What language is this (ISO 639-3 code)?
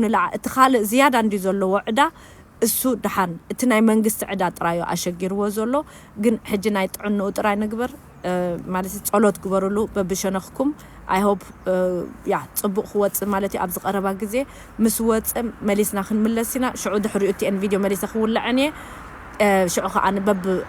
tir